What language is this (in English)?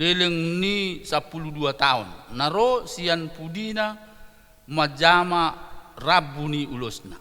Batak Toba